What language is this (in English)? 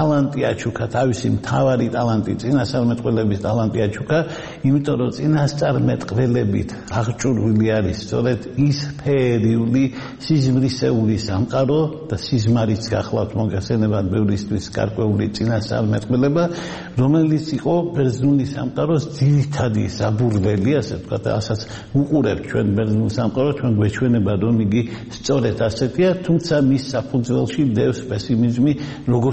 Georgian